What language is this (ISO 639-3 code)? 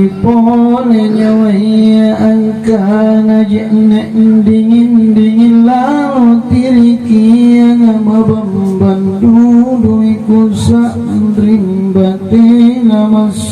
mak